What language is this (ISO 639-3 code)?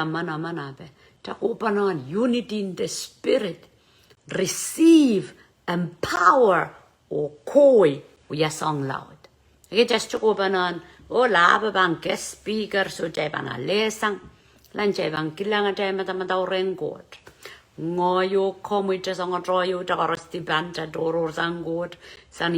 pon